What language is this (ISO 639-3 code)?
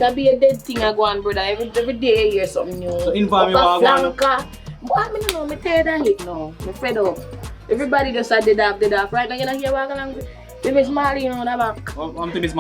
jam